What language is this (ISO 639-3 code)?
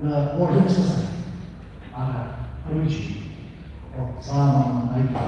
nmf